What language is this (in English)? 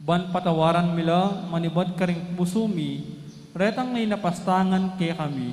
Pampanga